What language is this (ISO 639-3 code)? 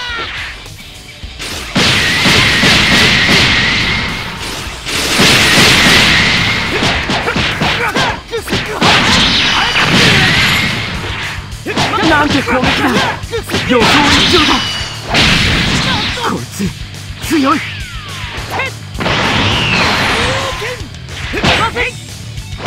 jpn